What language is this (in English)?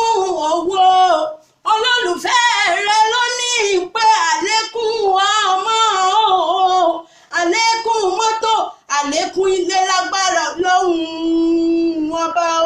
Yoruba